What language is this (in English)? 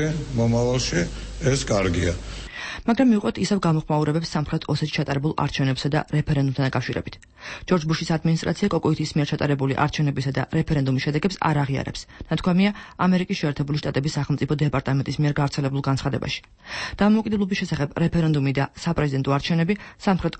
Georgian